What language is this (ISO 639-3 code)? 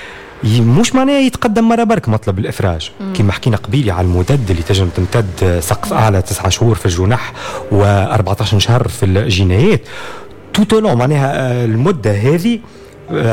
aeb